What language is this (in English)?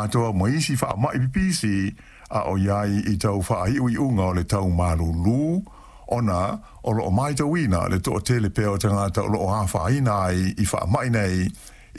Samoan